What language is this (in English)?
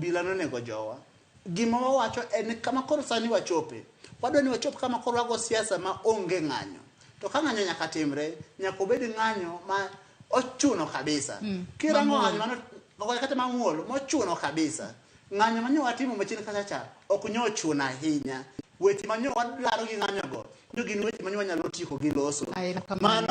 Luo (Kenya and Tanzania)